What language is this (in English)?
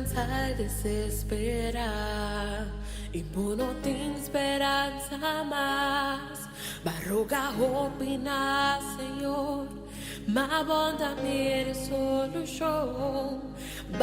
Papiamento